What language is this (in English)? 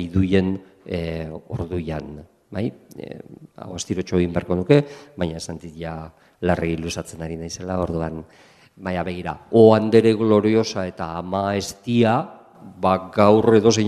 Basque